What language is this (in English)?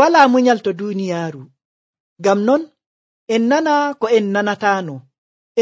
Nigerian Fulfulde